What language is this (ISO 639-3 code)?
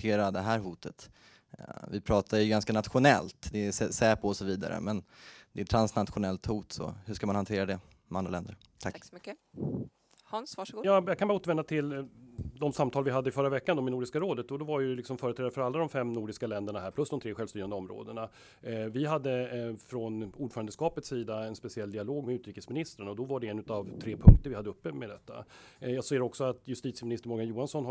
swe